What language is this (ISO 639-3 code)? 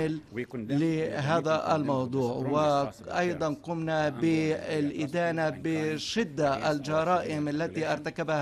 ara